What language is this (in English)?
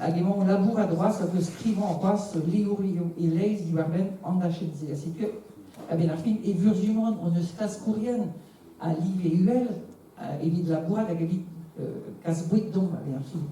Breton